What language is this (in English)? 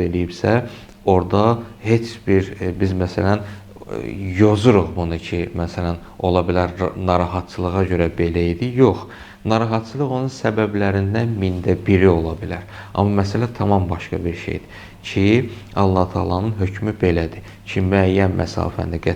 Azerbaijani